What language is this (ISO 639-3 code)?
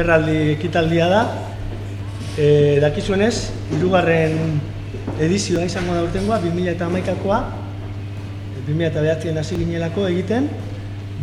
eus